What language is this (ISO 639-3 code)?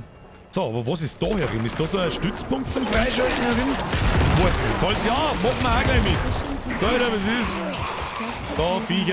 bar